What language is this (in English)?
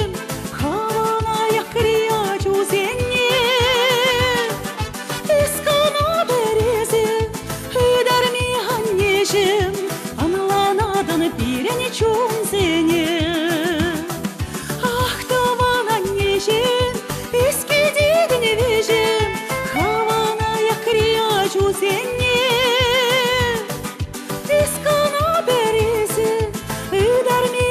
Chuvash